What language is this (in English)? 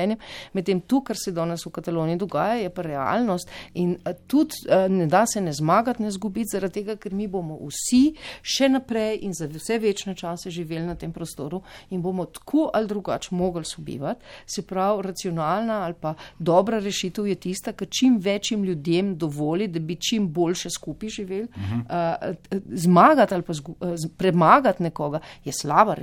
Slovenian